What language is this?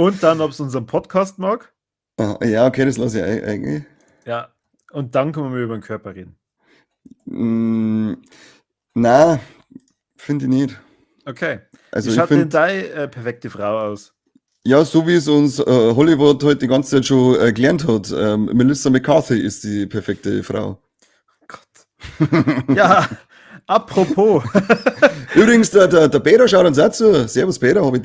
Bavarian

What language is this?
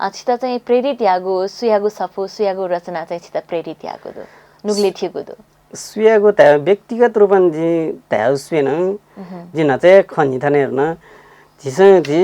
Newari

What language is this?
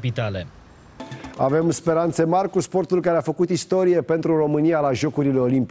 Romanian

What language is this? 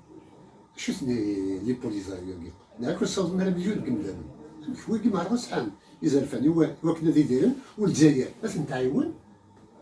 Kabyle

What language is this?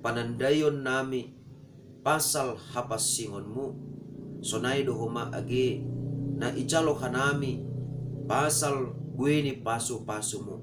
Batak Simalungun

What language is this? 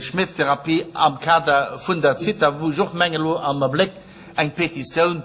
Luxembourgish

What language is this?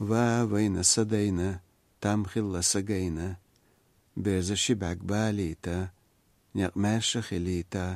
Chechen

